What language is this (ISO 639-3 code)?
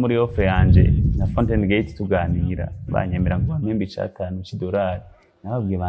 run